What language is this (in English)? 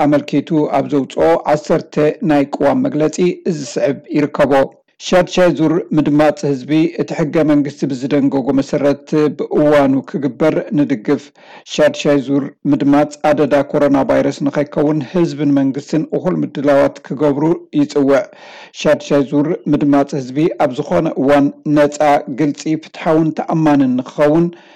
Tigrinya